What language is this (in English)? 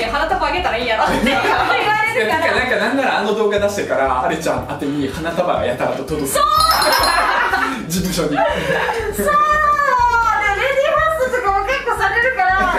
Japanese